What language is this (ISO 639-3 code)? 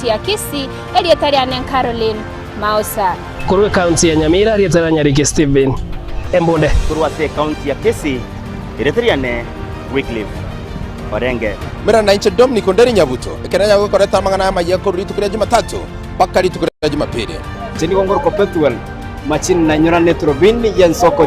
guz